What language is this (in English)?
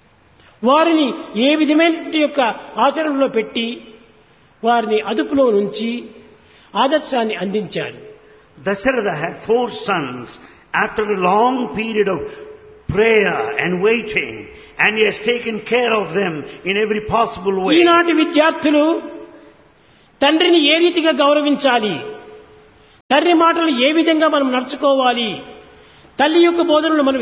Telugu